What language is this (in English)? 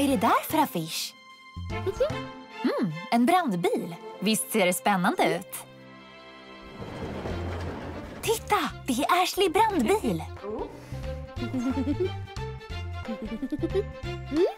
Swedish